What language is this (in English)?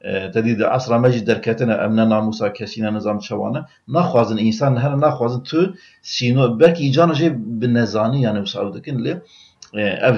Kurdish